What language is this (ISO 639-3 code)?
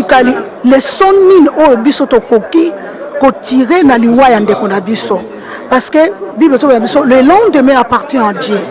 lin